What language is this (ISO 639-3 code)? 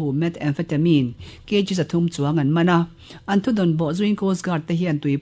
lus